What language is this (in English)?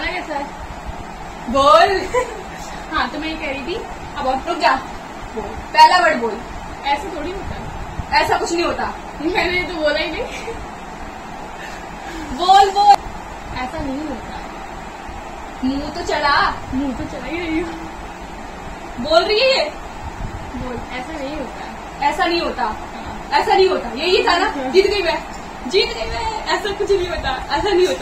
Hindi